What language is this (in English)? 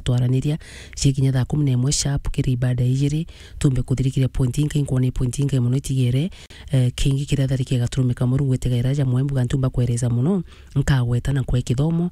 Meru